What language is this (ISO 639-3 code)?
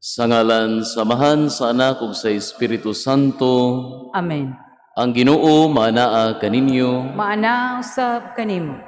ceb